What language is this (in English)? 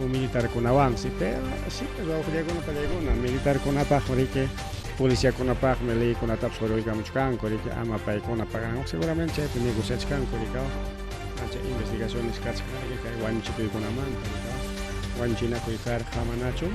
Ayacucho Quechua